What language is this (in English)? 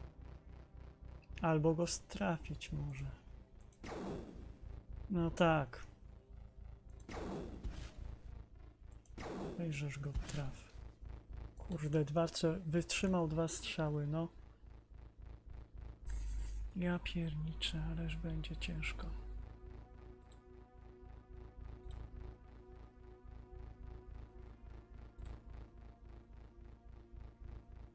Polish